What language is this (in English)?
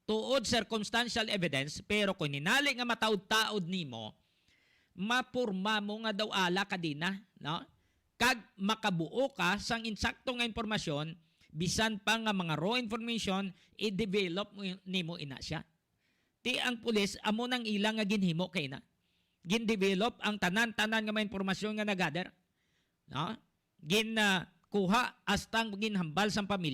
Hiligaynon